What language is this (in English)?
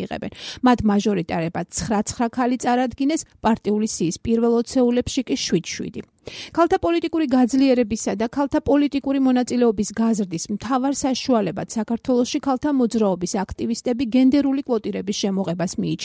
Georgian